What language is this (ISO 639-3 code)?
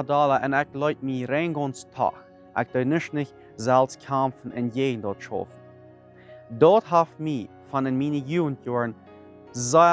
pdt